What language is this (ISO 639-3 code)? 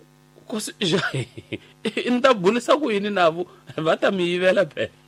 tso